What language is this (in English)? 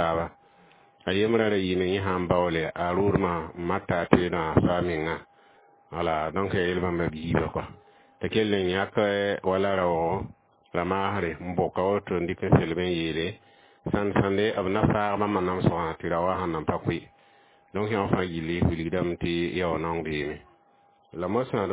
Mossi